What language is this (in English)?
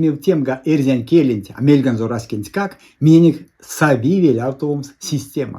Erzya